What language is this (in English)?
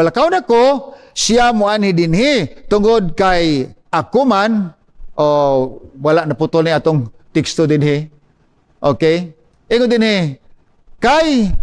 Cebuano